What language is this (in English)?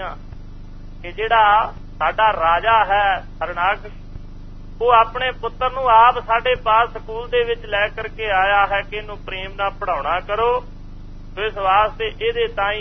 Punjabi